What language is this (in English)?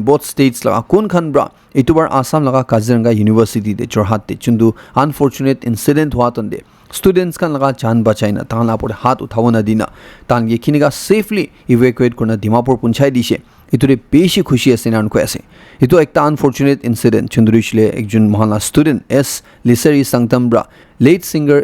Naga Pidgin